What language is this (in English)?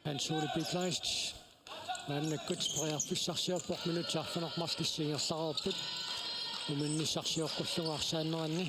Kalaallisut